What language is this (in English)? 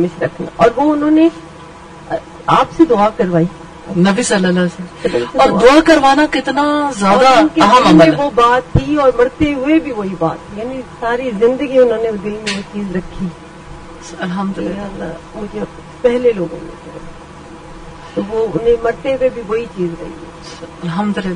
Urdu